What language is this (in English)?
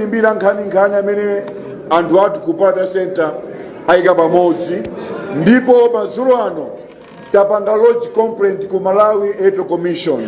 Nyanja